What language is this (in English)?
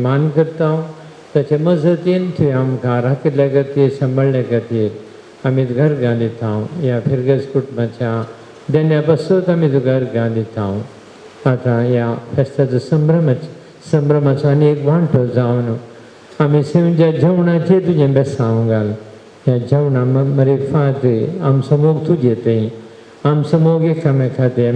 Konkani